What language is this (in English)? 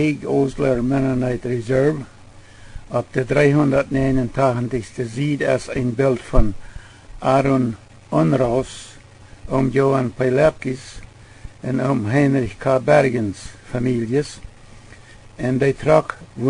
Plautdietsch